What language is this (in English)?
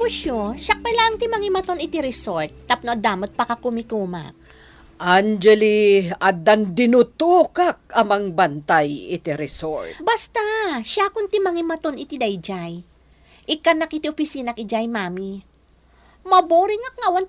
Iloko